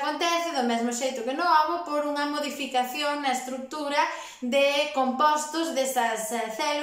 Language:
Galician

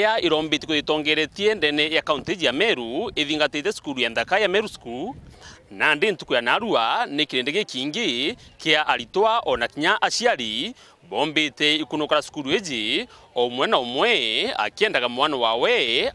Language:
Meru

